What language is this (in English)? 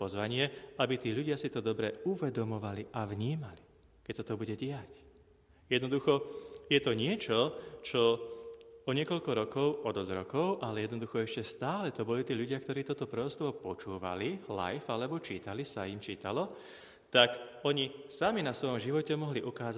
Slovak